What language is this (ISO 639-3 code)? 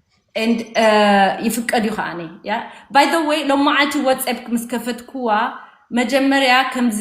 tir